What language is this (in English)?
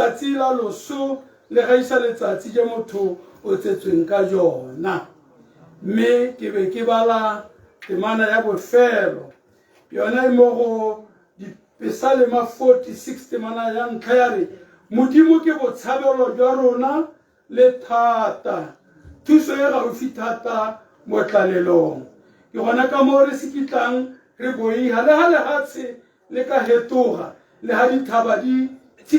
Tswana